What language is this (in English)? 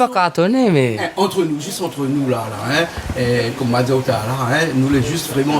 Réunion Creole French